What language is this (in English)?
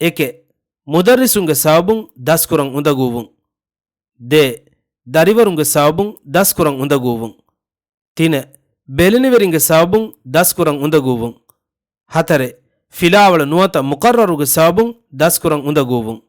Divehi